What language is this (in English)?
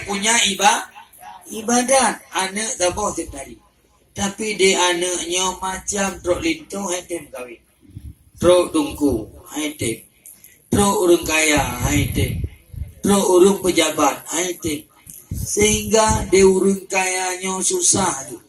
Achinese